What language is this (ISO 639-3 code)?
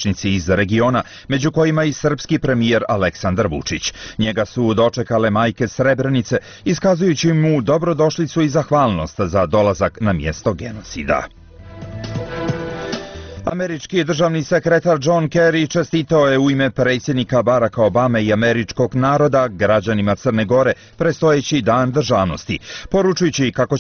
bos